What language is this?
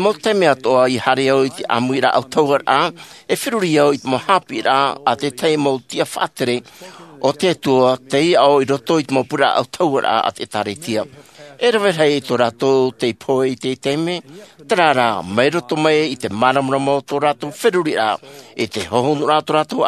Tahitian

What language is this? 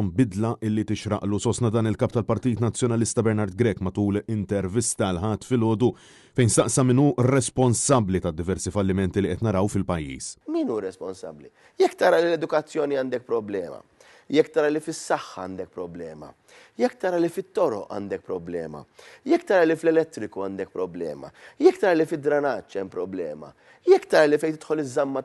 Maltese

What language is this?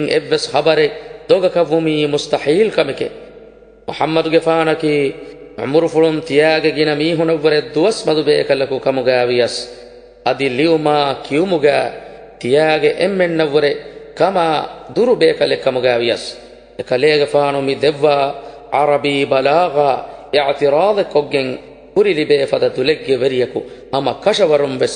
Divehi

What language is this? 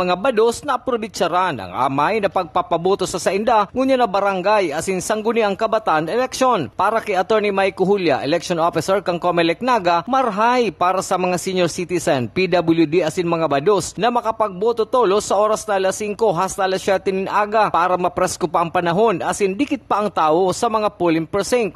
Bikol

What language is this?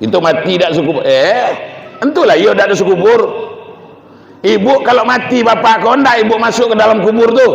Minangkabau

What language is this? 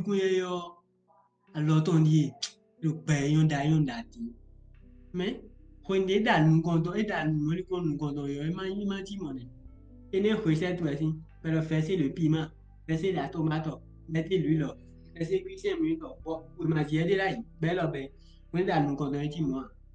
Fon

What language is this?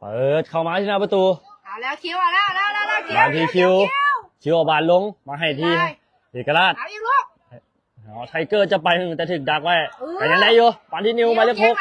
Lao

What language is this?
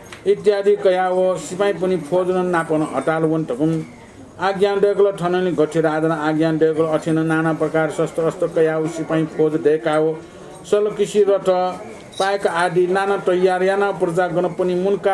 Newari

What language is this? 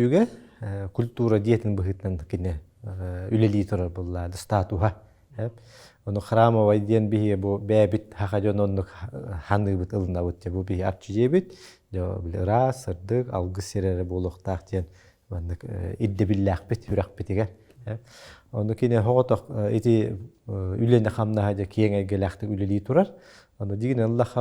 Yakut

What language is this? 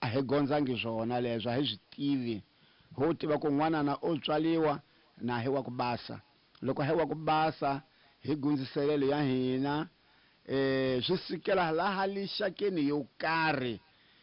Tsonga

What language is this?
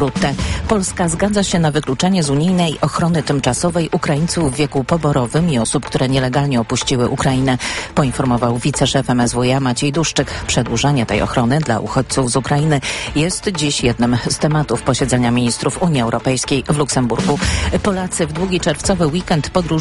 Polish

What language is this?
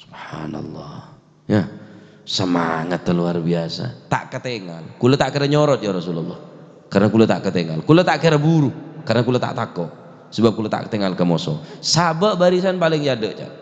Madurese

